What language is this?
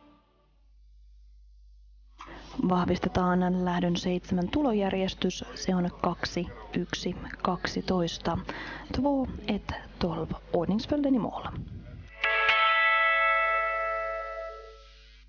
Finnish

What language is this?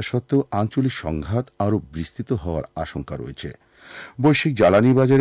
Bangla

